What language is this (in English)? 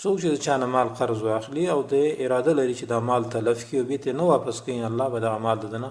Pashto